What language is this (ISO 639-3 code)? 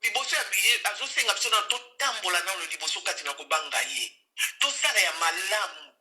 lin